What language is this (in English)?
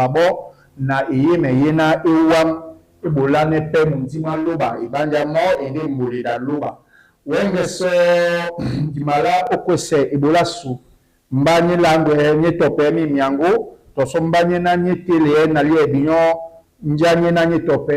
Duala